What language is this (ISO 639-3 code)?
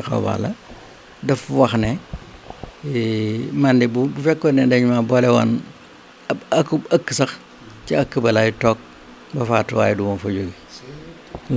wol